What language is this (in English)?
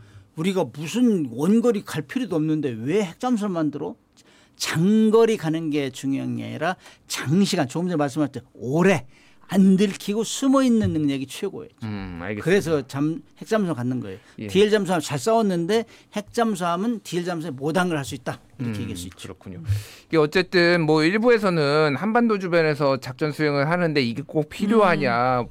Korean